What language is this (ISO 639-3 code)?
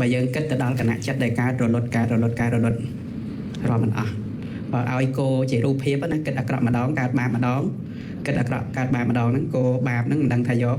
khm